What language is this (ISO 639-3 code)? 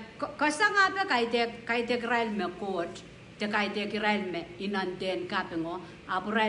pon